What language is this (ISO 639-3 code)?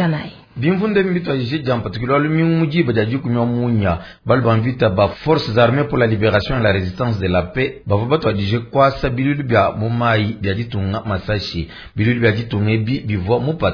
lua